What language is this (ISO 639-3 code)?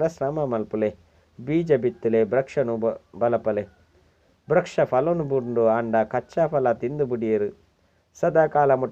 tcy